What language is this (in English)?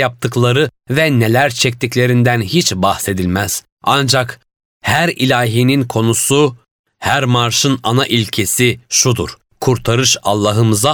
Turkish